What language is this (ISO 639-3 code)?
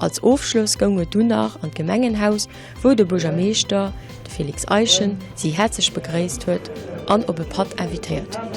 ltz